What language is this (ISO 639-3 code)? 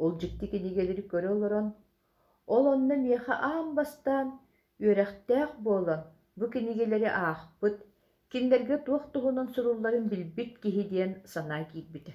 sah